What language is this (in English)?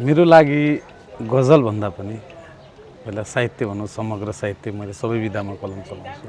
Nepali